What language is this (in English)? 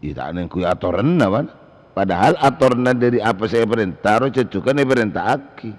Madurese